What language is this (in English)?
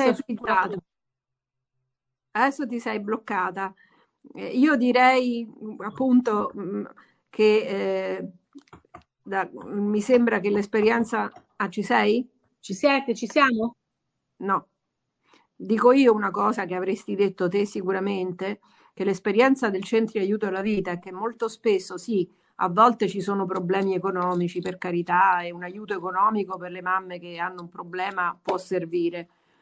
Italian